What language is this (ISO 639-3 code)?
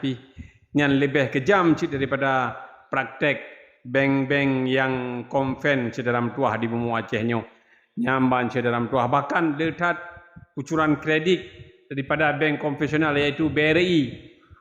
ace